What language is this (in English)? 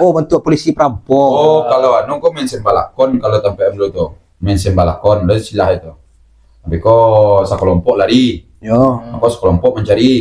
Minangkabau